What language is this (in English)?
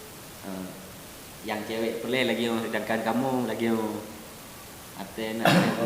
Achinese